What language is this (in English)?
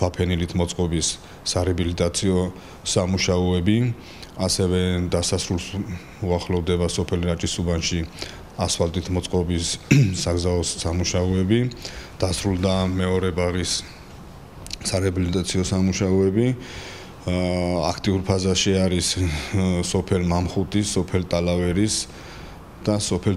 Georgian